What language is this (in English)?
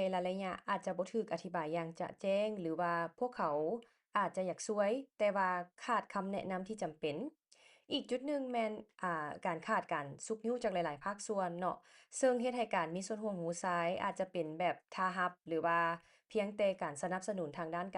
Lao